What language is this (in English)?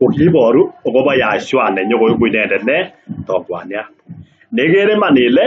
Kalenjin